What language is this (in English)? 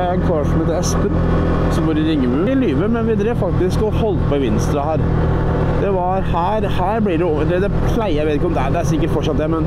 Norwegian